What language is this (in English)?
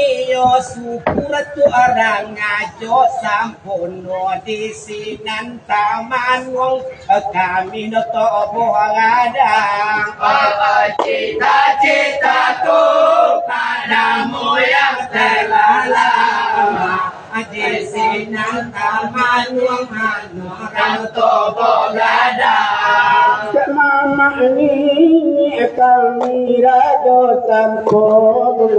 Minangkabau